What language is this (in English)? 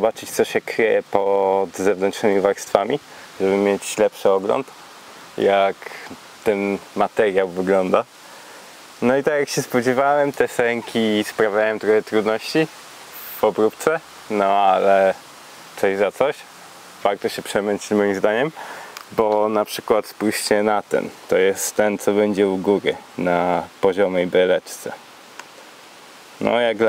Polish